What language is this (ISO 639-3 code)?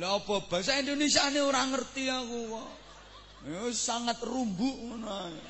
jav